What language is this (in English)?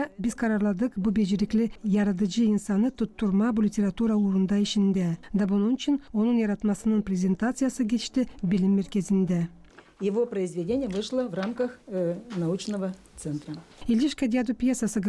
Gagauz